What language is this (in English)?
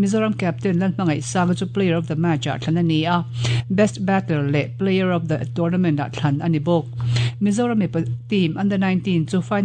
Mizo